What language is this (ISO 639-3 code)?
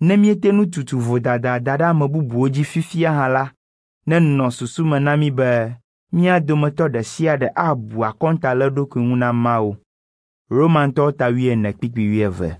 ewe